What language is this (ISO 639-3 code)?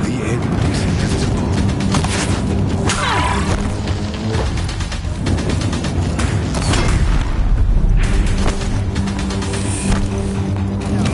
eng